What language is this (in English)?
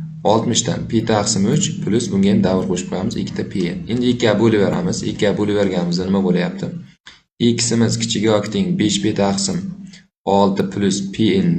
Uzbek